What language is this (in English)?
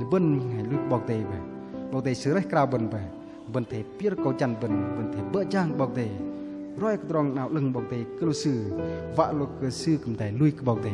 Bahnar